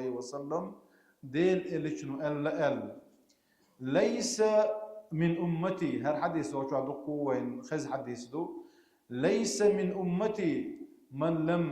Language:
Chechen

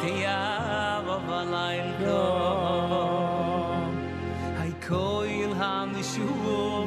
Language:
Yiddish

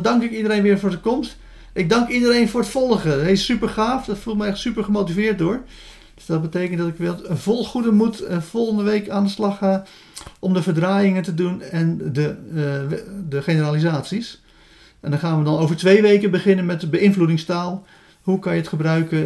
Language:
Dutch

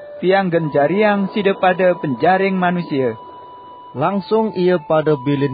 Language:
Sasak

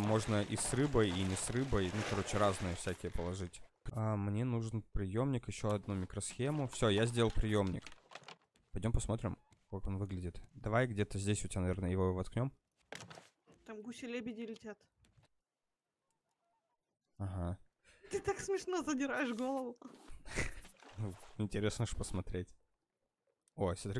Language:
Russian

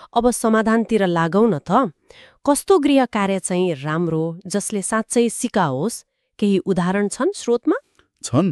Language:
Nepali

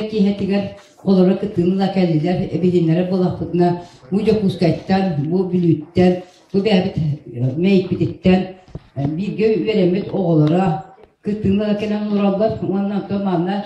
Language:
Yakut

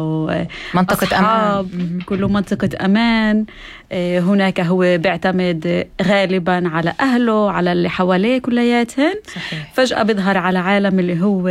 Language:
North Levantine Arabic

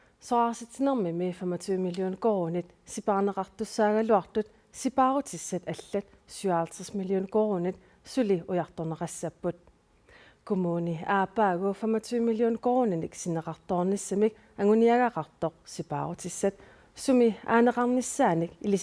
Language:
Kalaallisut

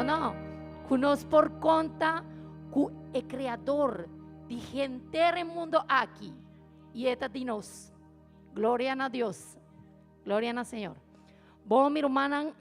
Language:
Papiamento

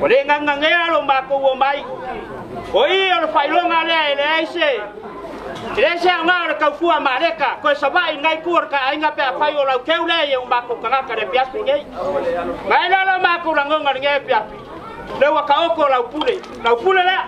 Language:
Samoan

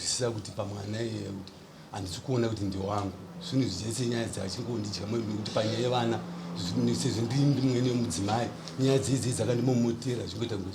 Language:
Shona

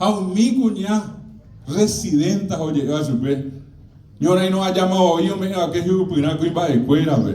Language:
Guarani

